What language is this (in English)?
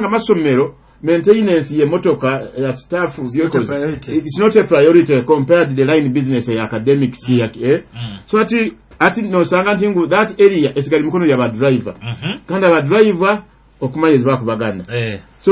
Nyoro